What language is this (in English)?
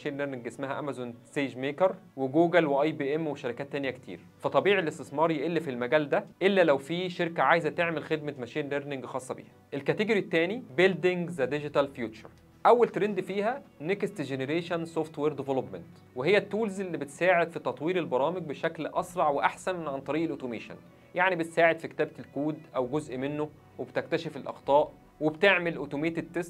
Egyptian Arabic